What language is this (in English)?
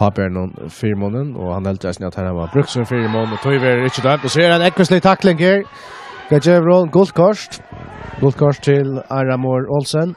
Faroese